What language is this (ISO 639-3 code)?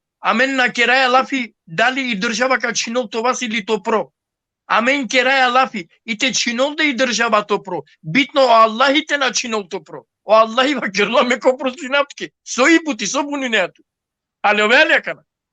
rmn